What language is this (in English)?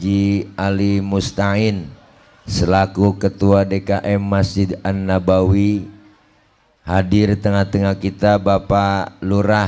Betawi